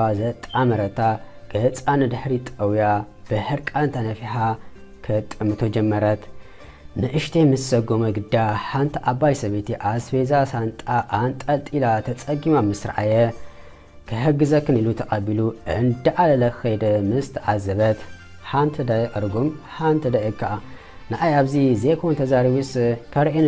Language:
Tigrinya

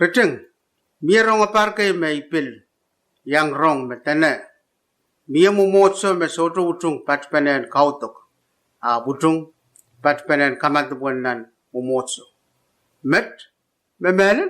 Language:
Pohnpeian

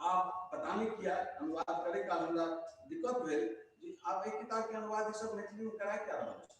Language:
Maithili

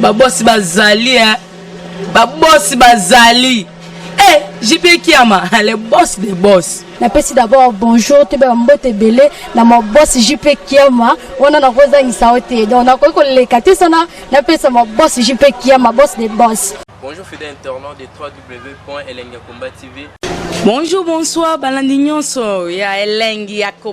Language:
Lingala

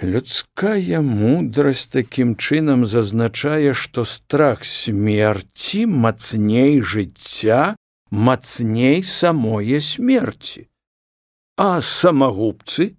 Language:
Belarusian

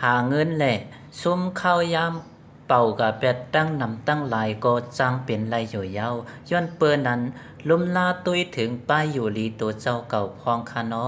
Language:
Shan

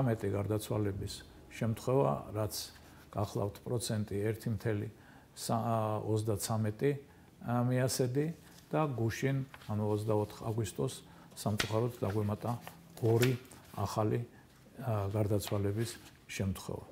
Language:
Georgian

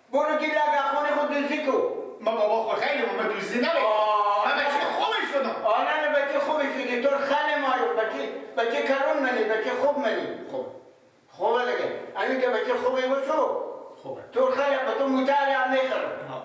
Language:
Persian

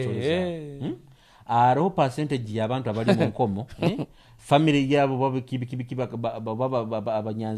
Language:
Nyoro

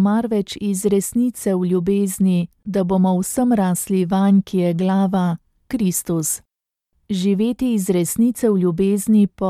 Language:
Slovenian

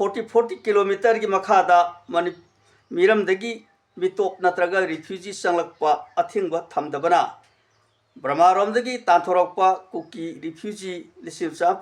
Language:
Manipuri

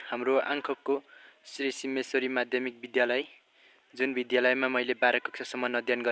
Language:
Nepali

